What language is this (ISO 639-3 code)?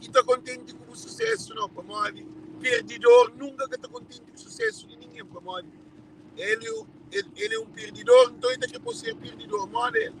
kea